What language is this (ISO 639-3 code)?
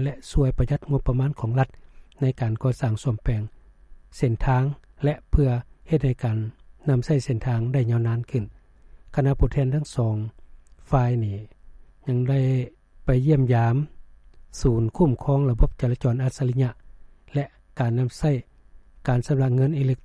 lao